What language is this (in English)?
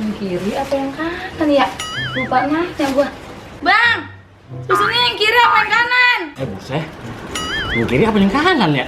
Betawi